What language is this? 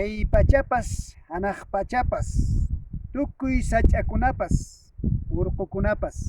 Quechua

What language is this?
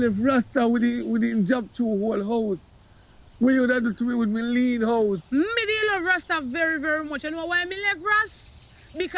Jamaican Creole English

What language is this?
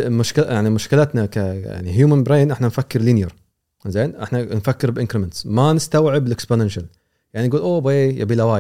Gulf Arabic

